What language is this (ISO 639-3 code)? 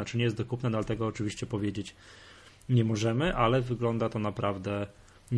pol